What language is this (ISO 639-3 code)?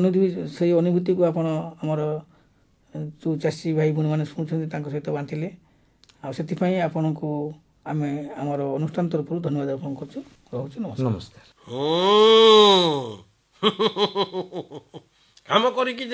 ori